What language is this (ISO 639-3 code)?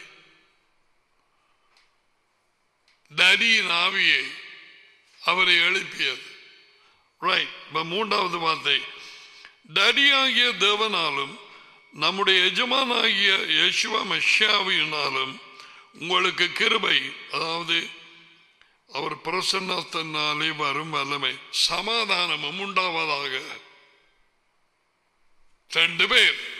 tam